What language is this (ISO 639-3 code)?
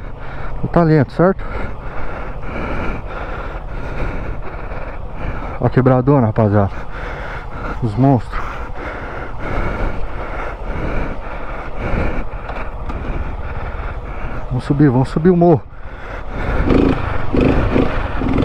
por